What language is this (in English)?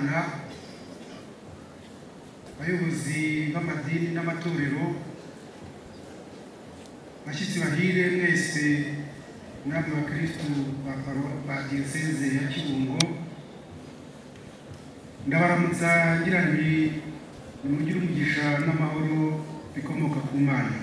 Kinyarwanda